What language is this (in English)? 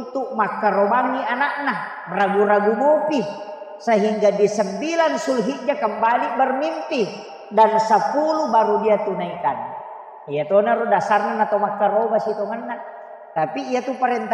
Buginese